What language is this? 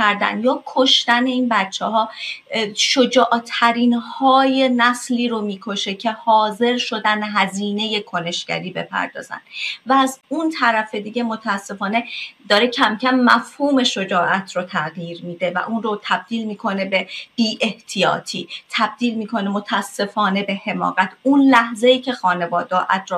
Persian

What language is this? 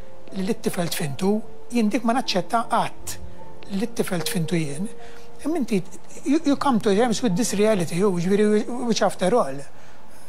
Maltese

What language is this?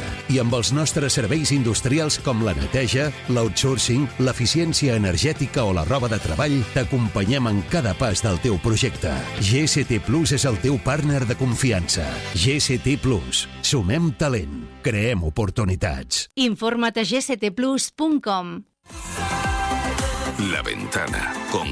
Catalan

